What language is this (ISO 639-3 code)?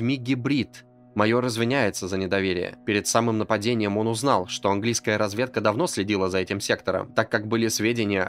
rus